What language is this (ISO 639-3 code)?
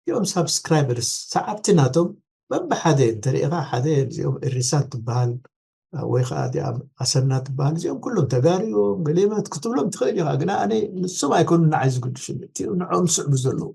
tir